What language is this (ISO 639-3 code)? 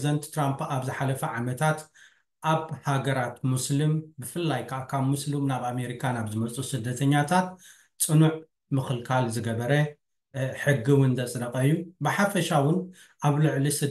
tir